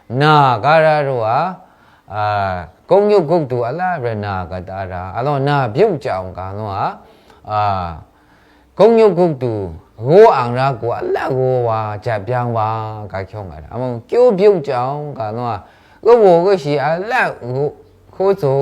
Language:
Maru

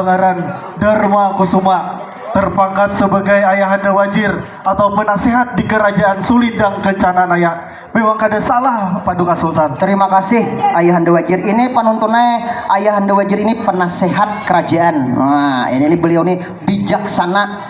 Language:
Banjar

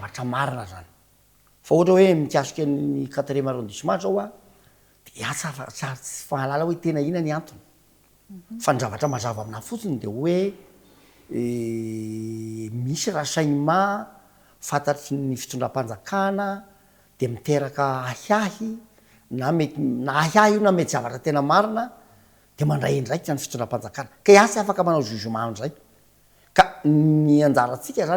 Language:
Malagasy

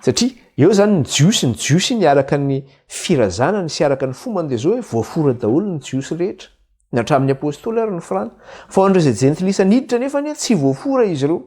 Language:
Malagasy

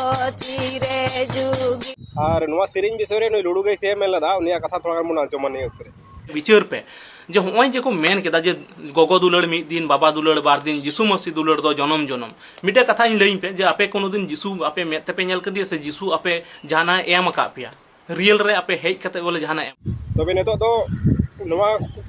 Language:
Santali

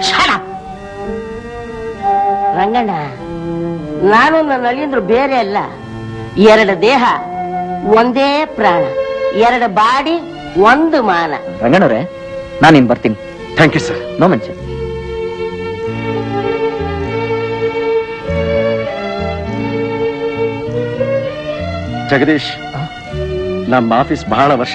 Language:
Kannada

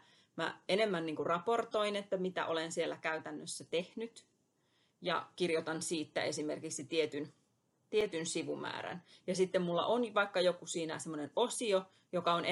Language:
Finnish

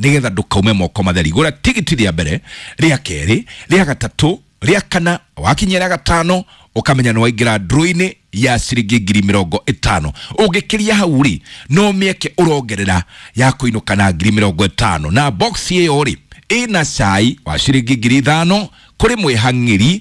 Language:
Kikuyu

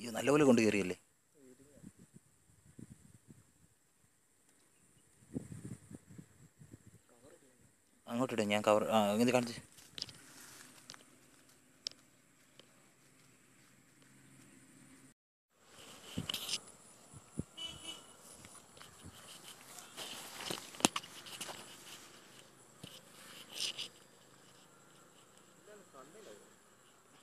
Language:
Malayalam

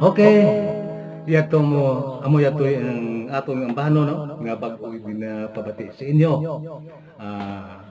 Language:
Hiligaynon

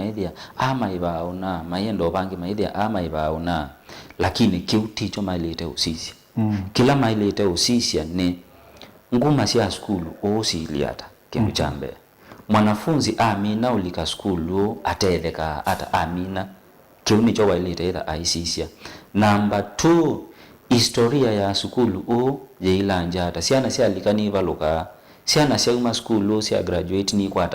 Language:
Kamba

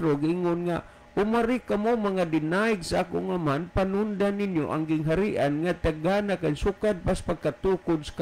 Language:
Cebuano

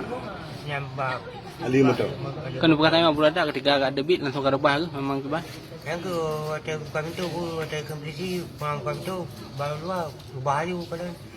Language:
Achinese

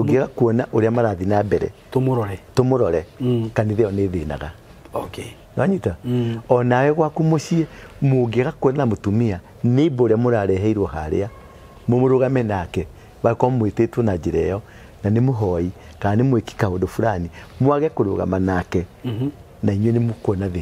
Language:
Kikuyu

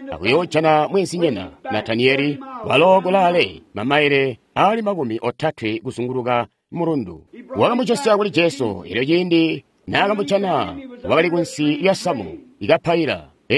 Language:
Tonga (Zambia)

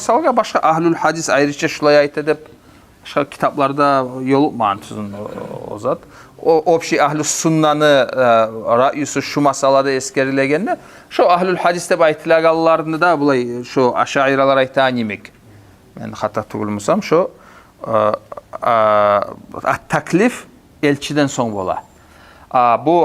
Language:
Kumyk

